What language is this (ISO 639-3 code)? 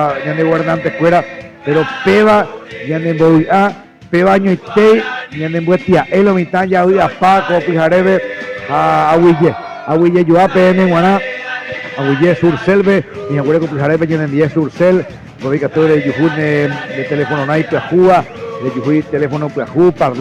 grn